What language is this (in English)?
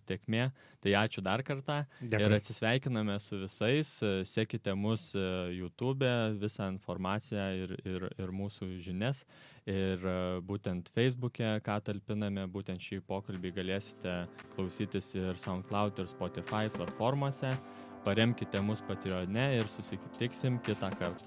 Lithuanian